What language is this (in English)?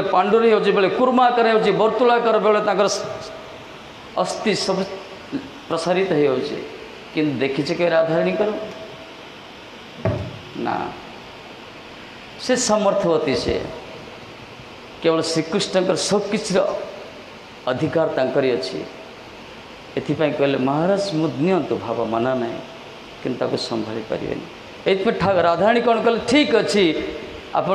Odia